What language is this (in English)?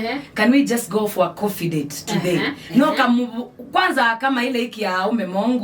Kamba